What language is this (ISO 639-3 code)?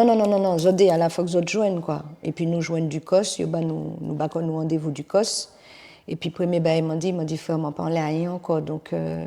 gcf